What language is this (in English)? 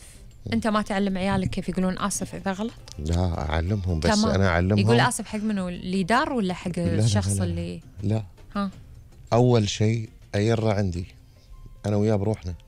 Gulf Arabic